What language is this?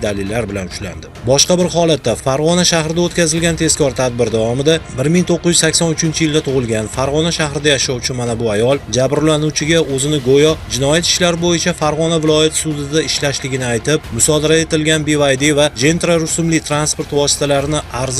Uzbek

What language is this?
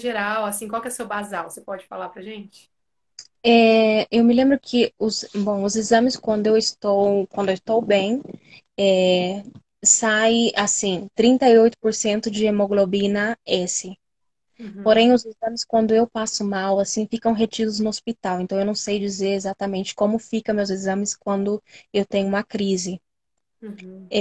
Portuguese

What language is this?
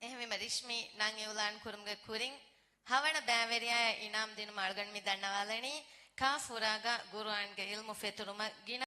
Divehi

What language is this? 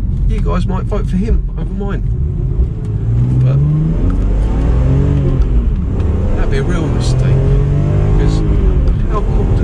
English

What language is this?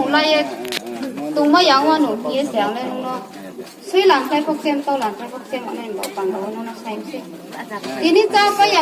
Riang (India)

